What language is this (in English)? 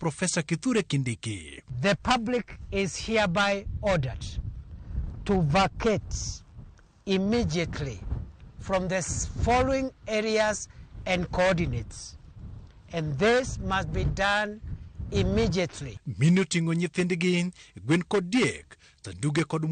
Luo (Kenya and Tanzania)